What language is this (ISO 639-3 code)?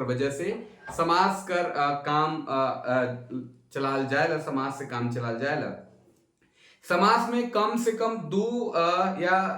sck